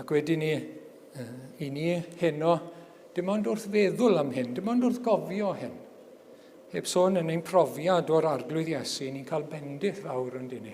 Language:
Welsh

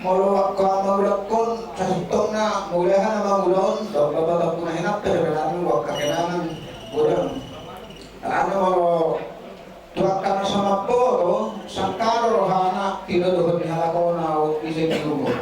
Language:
Batak Toba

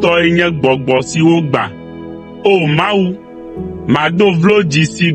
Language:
Ewe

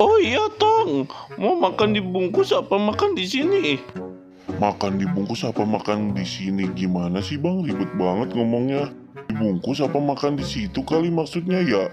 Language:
Betawi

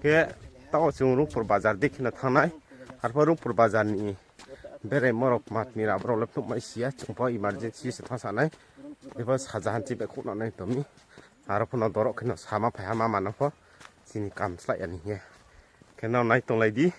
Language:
Riang (India)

